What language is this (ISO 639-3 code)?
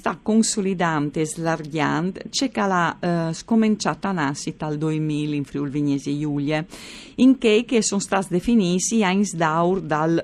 fur